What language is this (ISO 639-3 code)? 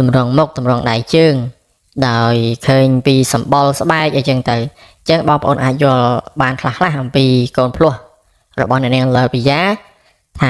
khm